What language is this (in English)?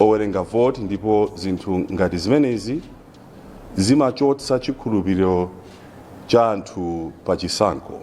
Nyanja